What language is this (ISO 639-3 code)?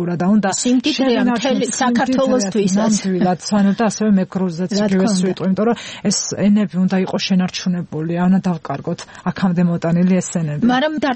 kat